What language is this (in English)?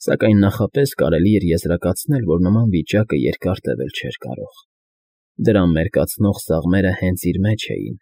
Armenian